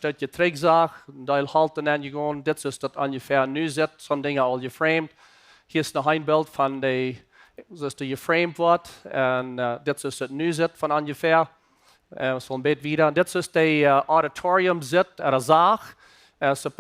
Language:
Plautdietsch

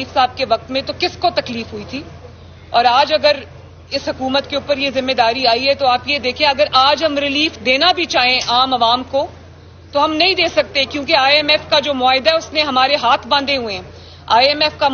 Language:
Urdu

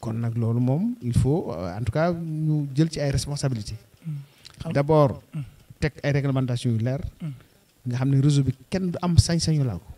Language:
Wolof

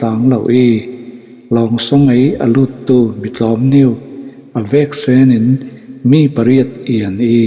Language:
Falam Chin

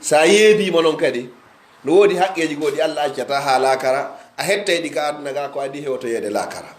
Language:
Pular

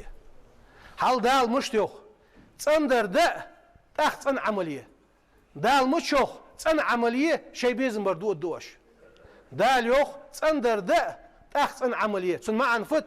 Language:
Ingush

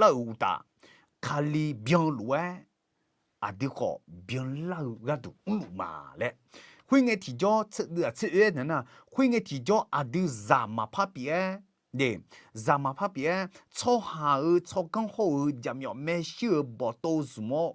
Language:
Akha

